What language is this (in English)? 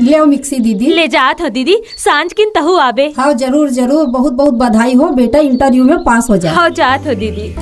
Chhattisgarhi